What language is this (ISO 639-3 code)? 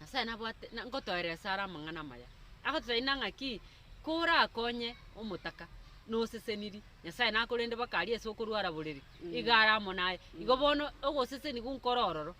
guz